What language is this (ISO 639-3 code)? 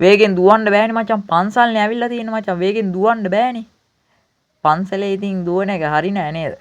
sin